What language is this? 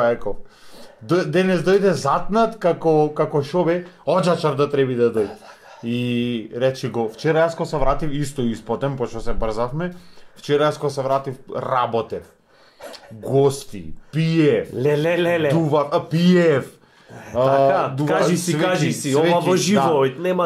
Macedonian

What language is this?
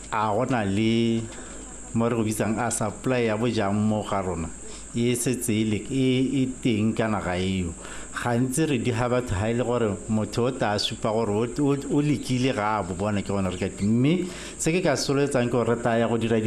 Tswana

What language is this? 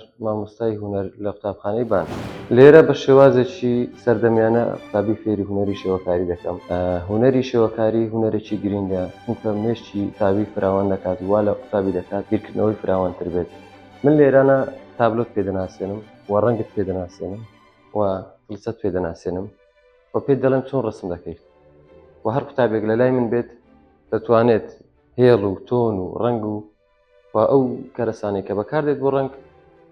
Central Kurdish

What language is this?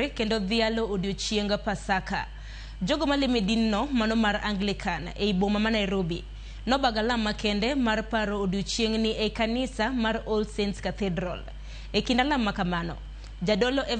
Luo (Kenya and Tanzania)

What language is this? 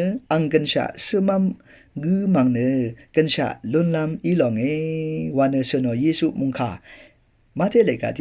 Rawang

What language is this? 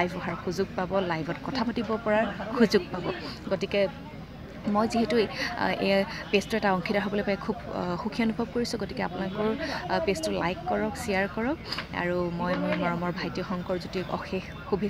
Assamese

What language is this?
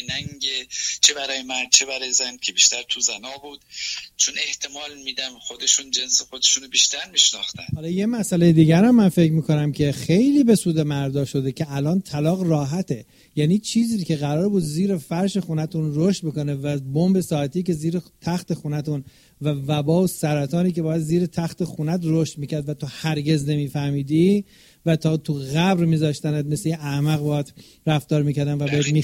Persian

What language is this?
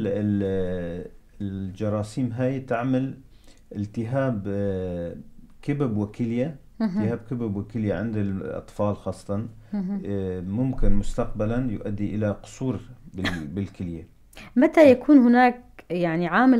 North Levantine Arabic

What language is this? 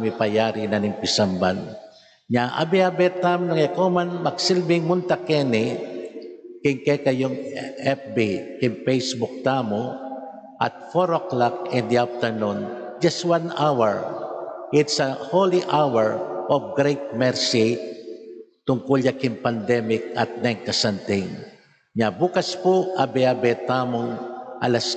Pampanga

